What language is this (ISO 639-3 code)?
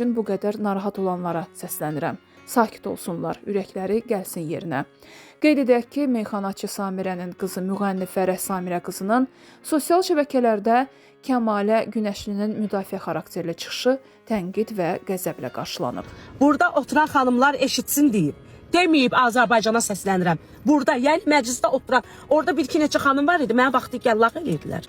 aze